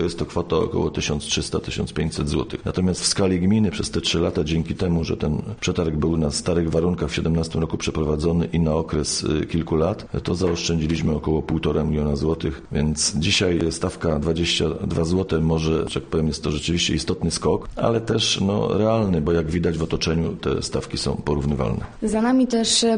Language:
Polish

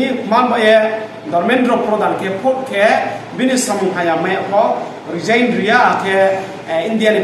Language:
Riang (India)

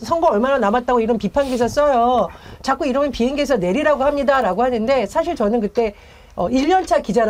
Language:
Korean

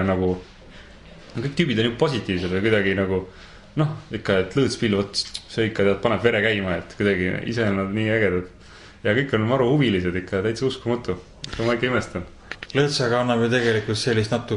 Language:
Estonian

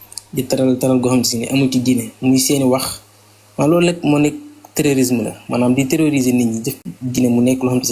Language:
Wolof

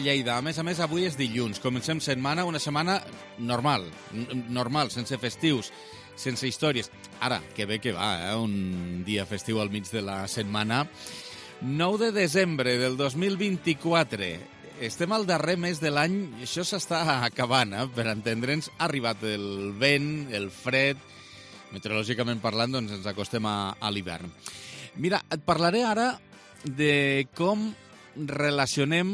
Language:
Catalan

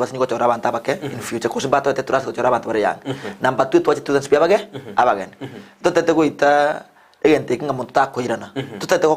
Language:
Gusii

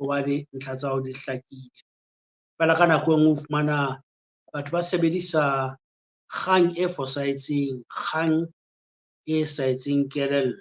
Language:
Southern Sotho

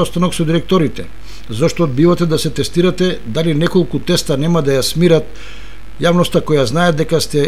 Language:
Macedonian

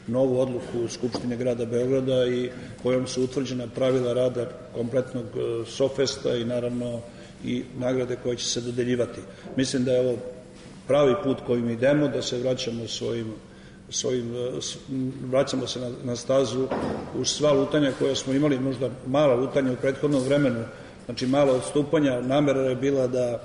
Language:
Serbian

